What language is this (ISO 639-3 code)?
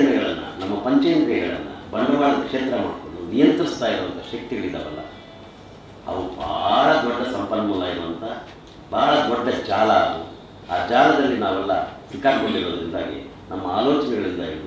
kan